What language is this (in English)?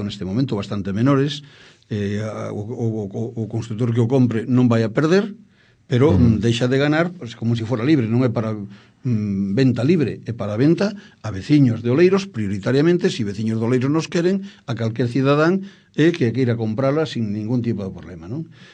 Galician